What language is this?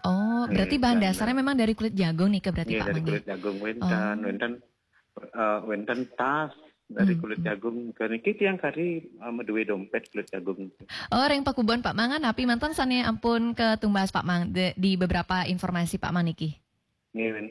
Balinese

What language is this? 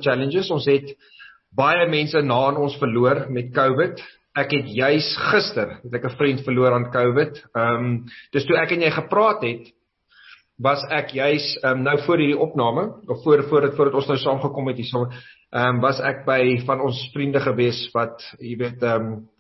Afrikaans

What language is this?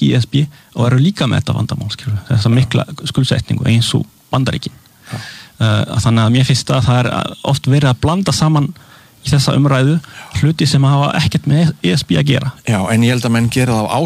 Icelandic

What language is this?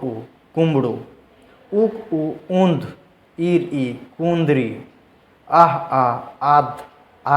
Santali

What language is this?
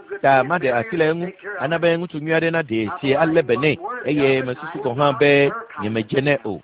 Ewe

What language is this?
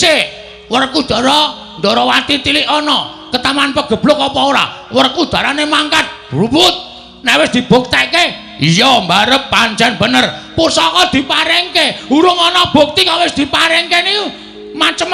Javanese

